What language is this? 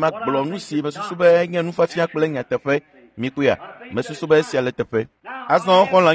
Ewe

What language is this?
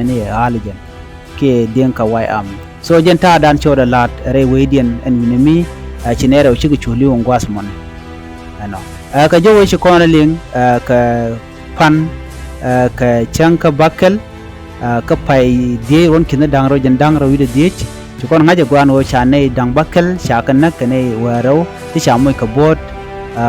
Nuer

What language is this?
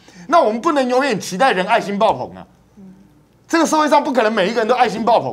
Chinese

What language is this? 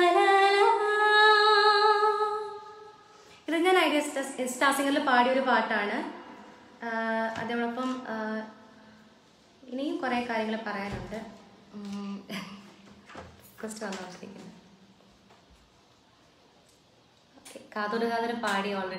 Malayalam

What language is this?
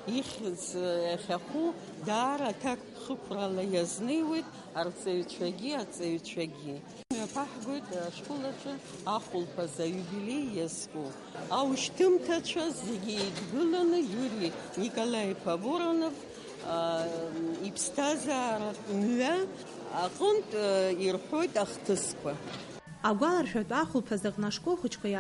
Abkhazian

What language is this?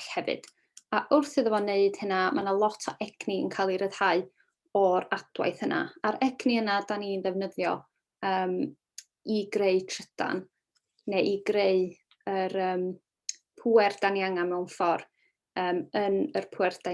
Welsh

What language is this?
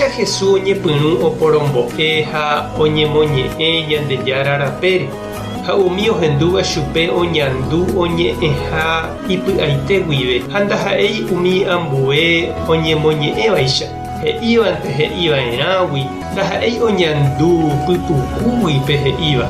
Guarani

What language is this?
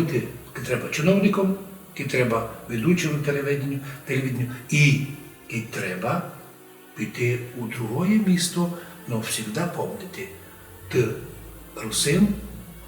Rusyn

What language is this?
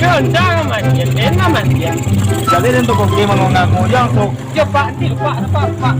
Minangkabau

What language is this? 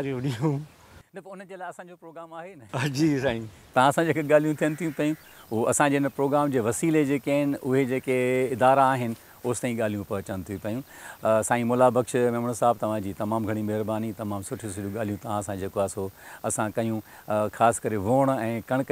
Sindhi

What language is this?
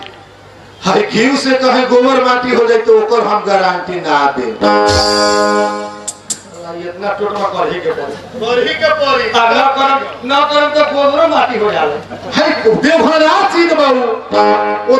Bhojpuri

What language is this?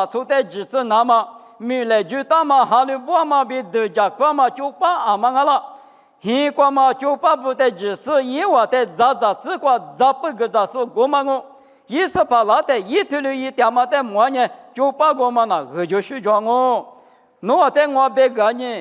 Lisu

